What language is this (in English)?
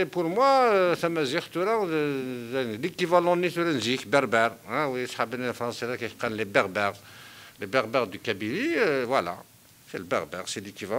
Kabyle